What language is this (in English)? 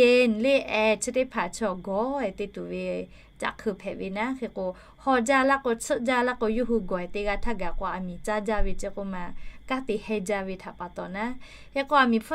Lahu